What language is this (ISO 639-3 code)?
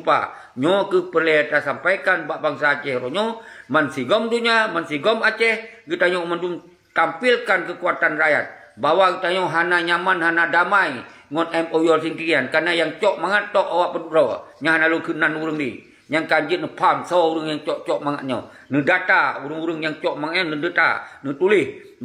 ace